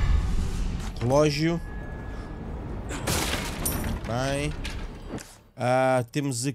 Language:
Portuguese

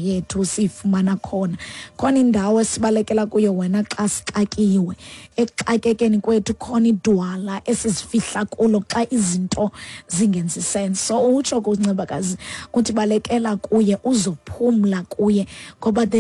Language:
Xhosa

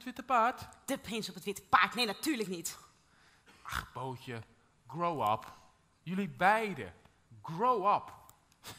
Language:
Dutch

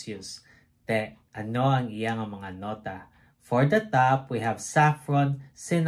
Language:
Hiligaynon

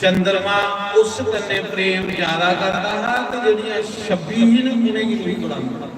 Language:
Dogri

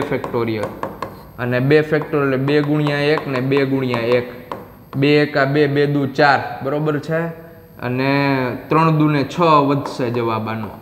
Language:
Gujarati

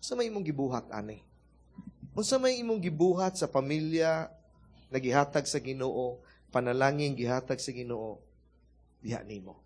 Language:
Cebuano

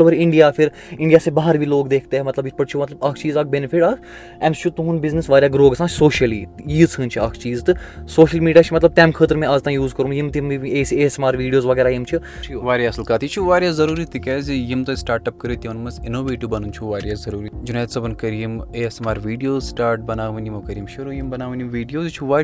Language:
Kashmiri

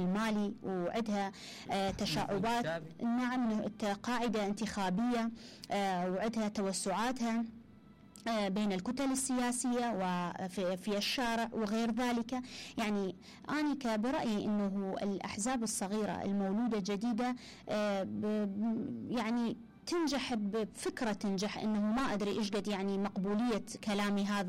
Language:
Mesopotamian Arabic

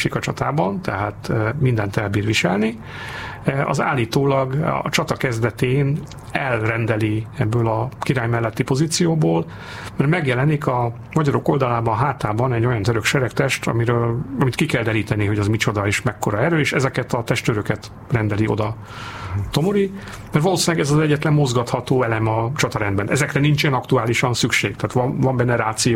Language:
Hungarian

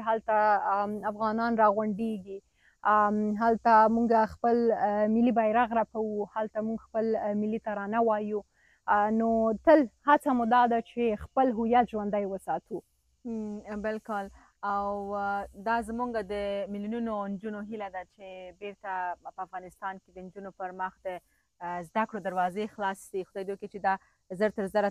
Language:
Pashto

